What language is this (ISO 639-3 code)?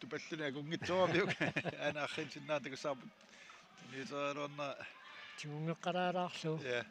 kal